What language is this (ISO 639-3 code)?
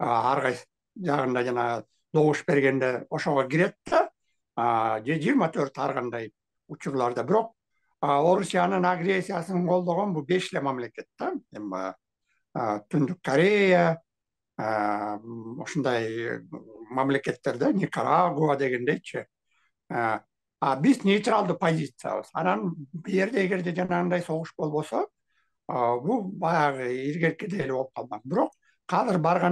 kir